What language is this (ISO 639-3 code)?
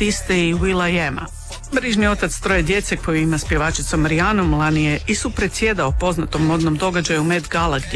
hrv